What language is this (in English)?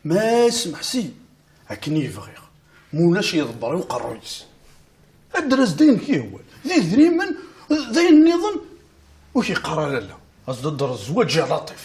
Kabyle